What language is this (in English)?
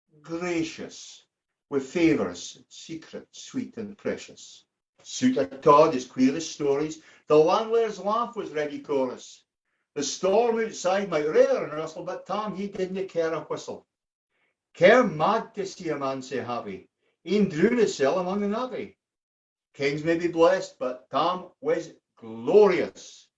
Scots